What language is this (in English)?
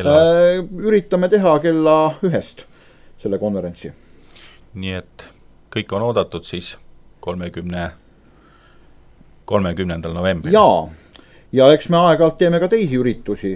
Estonian